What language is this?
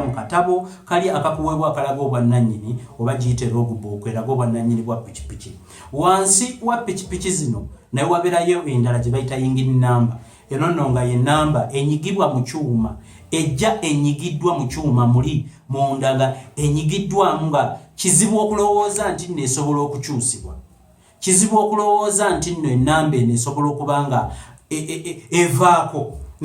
Ganda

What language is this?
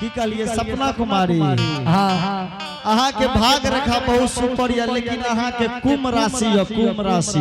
Angika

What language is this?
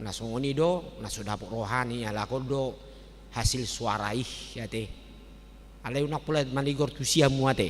Batak Toba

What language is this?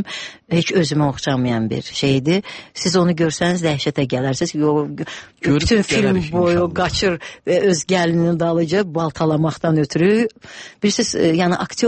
Azerbaijani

